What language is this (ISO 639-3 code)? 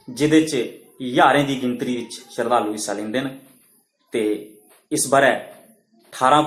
doi